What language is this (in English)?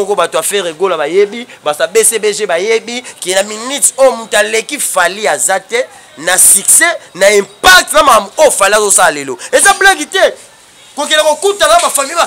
Lingala